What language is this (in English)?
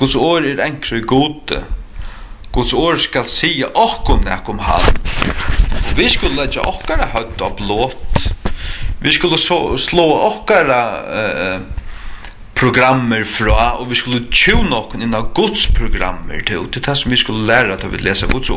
Faroese